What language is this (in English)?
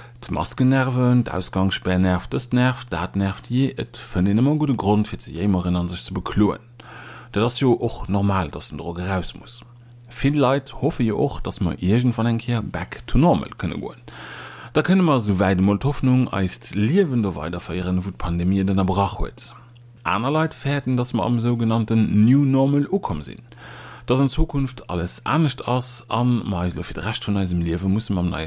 Luxembourgish